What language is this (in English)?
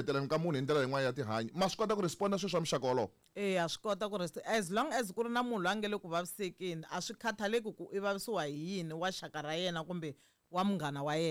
Tsonga